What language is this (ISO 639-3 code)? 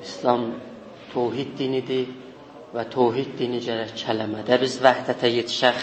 azb